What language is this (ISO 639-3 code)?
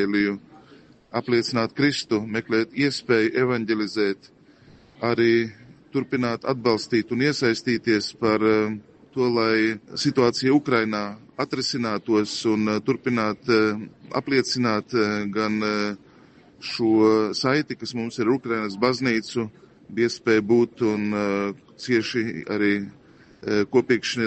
lav